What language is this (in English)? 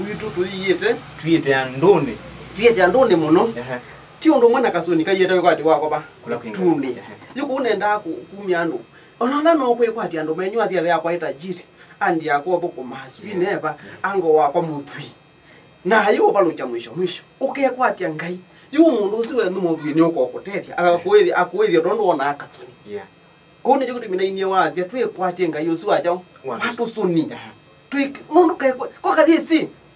Kamba